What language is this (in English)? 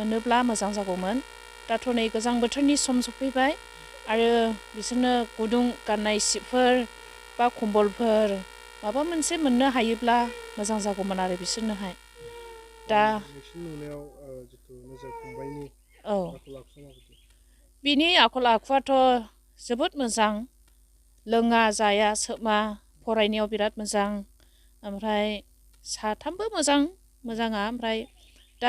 Bodo